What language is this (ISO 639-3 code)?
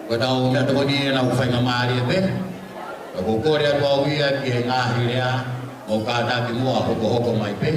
ton